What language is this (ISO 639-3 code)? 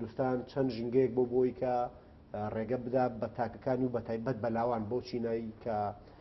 ckb